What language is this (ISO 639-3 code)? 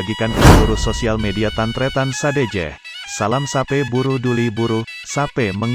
mad